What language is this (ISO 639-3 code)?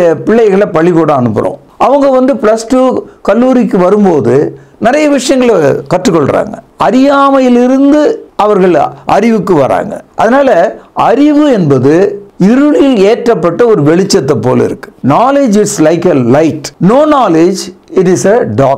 tam